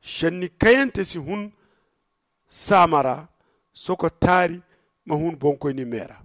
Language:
Zarma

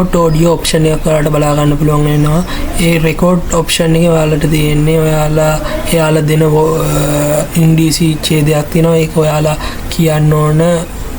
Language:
Sinhala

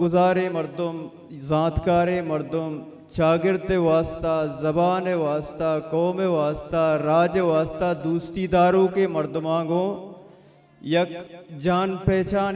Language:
Baluchi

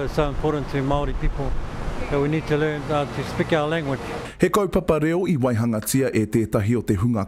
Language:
Māori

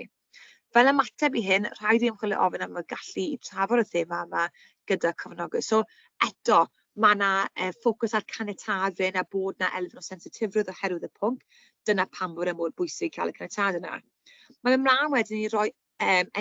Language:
Welsh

